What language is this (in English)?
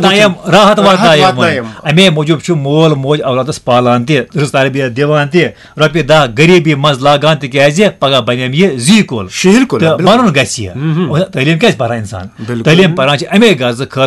Kashmiri